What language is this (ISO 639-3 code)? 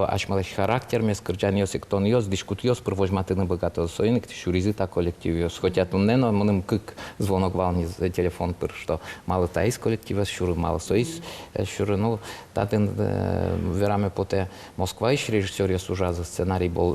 udm